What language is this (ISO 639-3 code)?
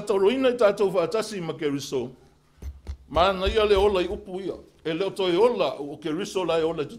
smo